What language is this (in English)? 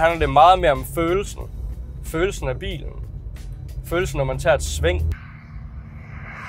Danish